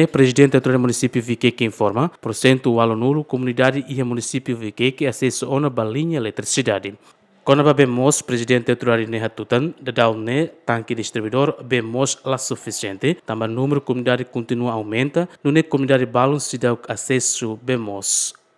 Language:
Tetum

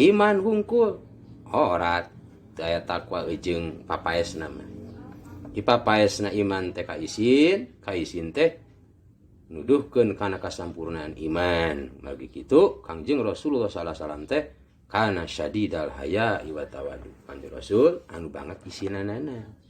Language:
Sundanese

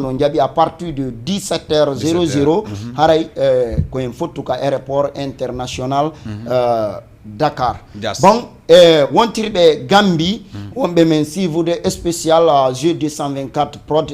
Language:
Fula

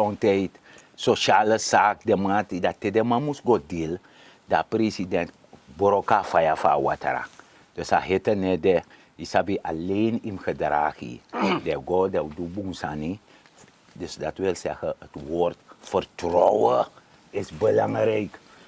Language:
Sranan Tongo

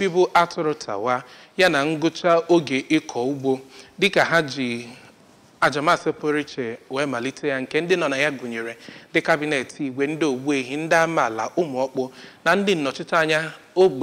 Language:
Igbo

